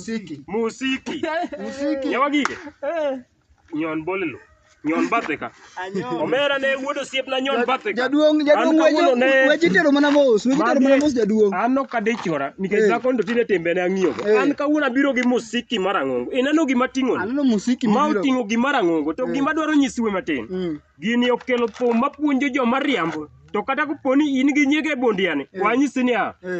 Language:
Luo (Kenya and Tanzania)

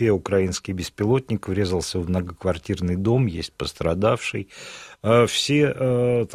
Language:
Russian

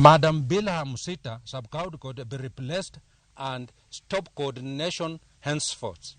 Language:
Luo (Kenya and Tanzania)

